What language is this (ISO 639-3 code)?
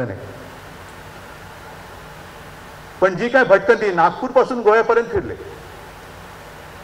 mar